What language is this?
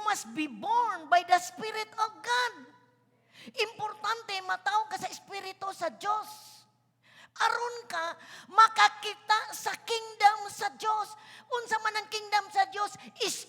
Cebuano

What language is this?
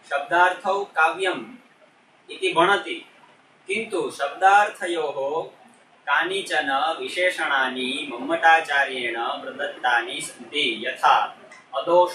Sanskrit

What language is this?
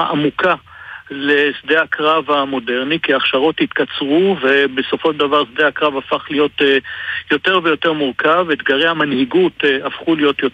Hebrew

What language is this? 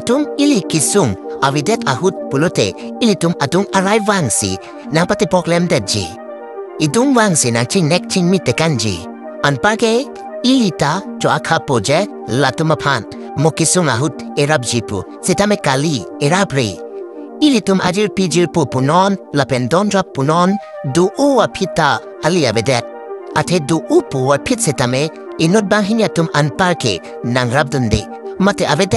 Karbi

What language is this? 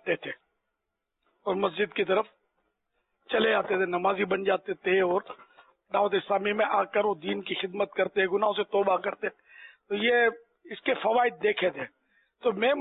Urdu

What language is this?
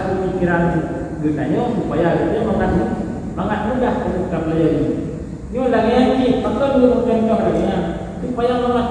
Achinese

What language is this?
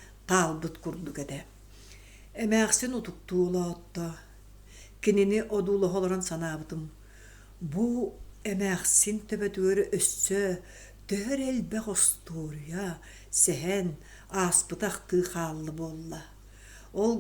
Yakut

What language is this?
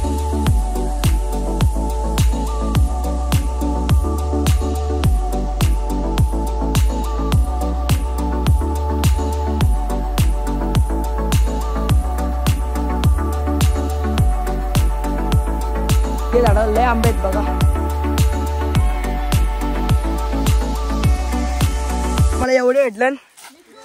Marathi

